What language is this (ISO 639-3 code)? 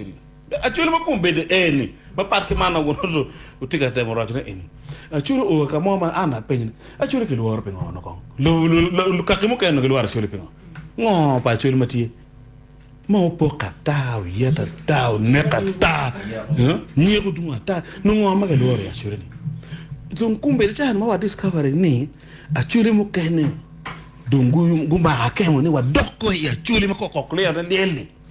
ach